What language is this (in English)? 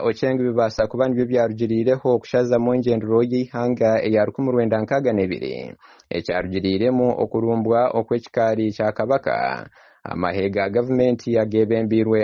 Nyankole